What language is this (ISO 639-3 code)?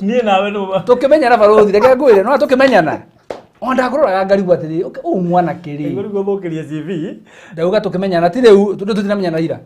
kik